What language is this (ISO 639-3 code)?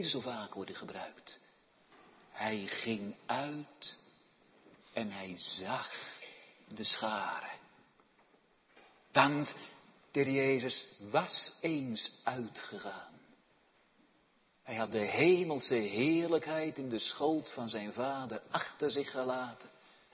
nld